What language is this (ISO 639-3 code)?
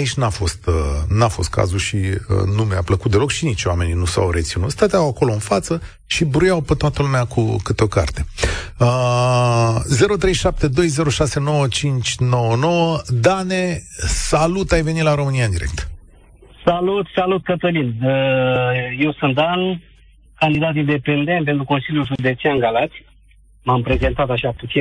ron